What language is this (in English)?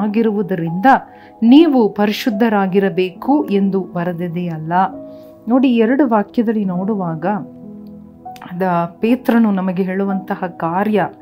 Kannada